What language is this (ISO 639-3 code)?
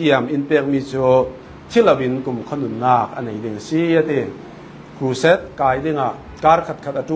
cfm